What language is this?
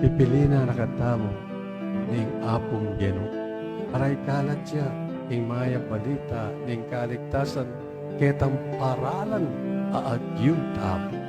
Pampanga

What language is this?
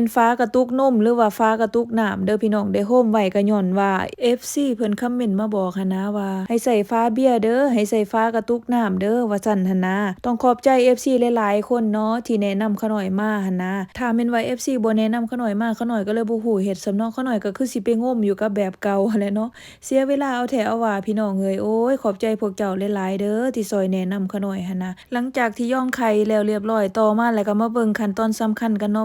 Lao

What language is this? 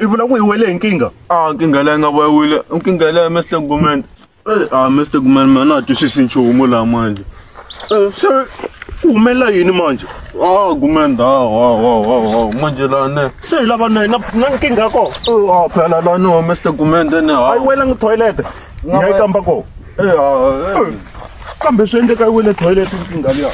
Tsonga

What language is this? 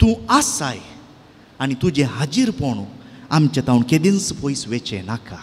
Konkani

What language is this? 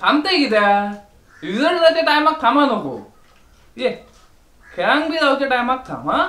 Konkani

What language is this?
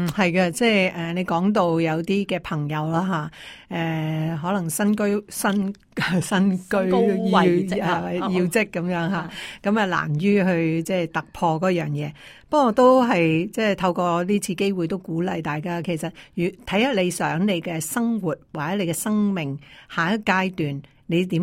Cantonese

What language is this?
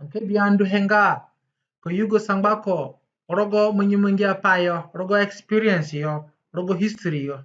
Zande (individual language)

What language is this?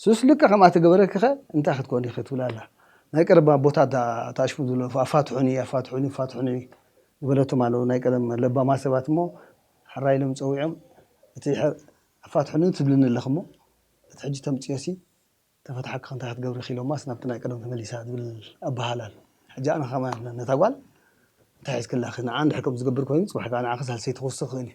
Tigrinya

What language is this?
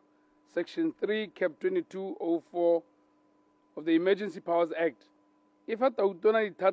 Tswana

